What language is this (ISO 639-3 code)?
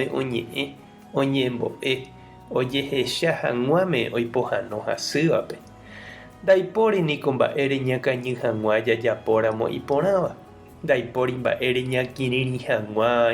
grn